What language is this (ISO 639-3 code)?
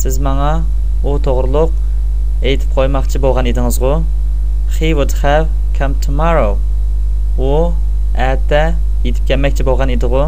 uig